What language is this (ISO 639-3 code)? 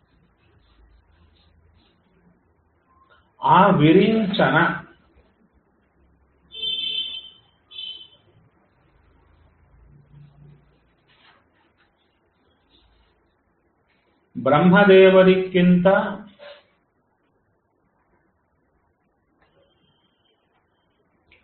kan